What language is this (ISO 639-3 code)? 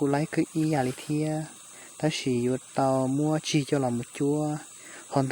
hmn